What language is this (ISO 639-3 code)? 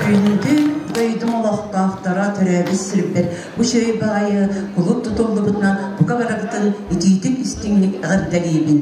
sah